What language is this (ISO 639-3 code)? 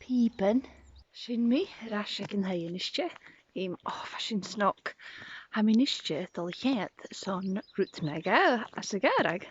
gla